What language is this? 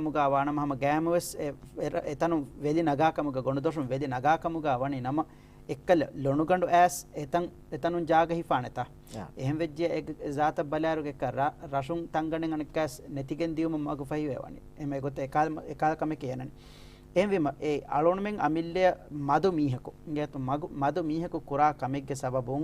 Divehi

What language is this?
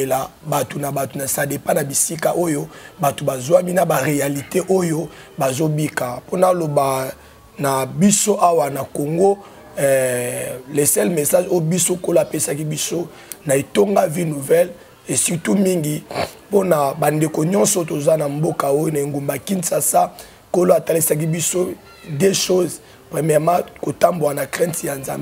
Lingala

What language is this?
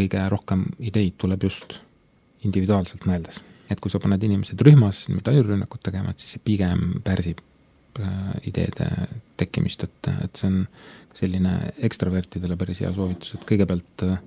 Estonian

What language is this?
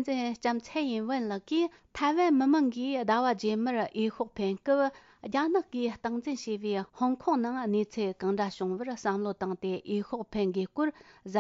Tibetan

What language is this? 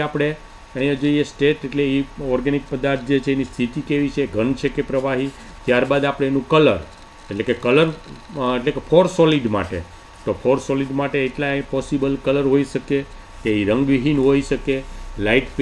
Gujarati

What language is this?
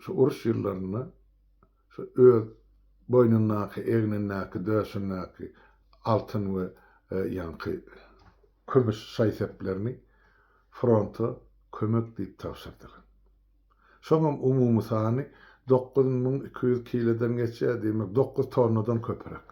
Turkmen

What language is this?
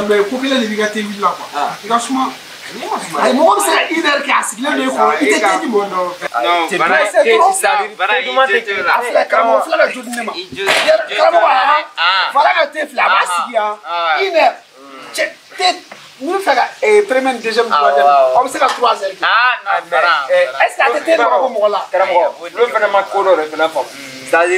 Bambara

